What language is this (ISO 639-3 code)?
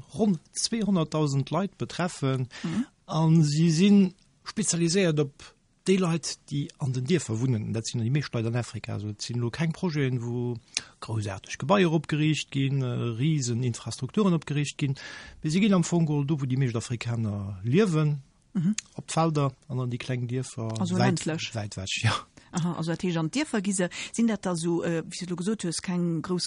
ltz